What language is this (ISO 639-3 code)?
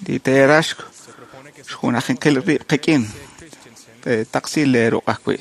kek